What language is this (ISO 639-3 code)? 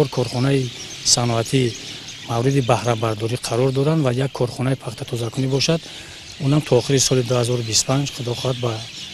tgk